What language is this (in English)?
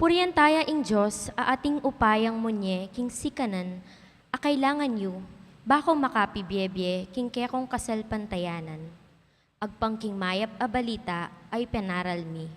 Pampanga